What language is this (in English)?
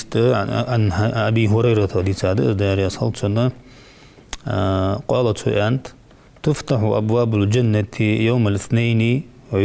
Ingush